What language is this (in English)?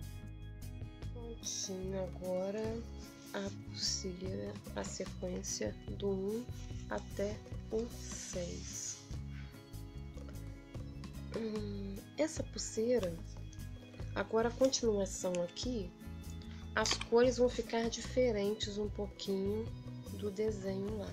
Portuguese